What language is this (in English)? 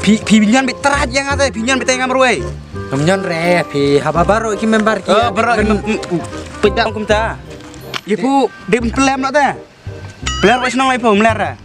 Khasi